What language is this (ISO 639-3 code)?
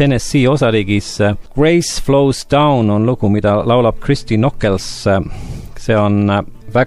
est